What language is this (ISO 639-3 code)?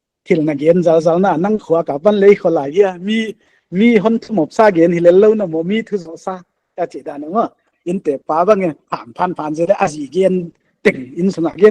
pck